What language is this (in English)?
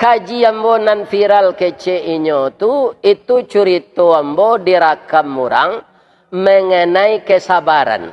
Minangkabau